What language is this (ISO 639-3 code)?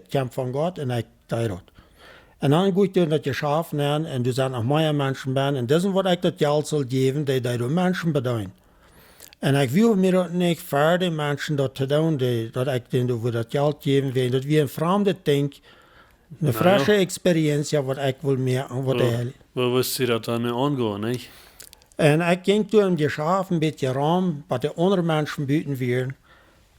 pdt